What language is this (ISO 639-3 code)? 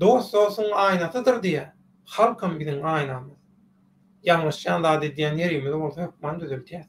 tuk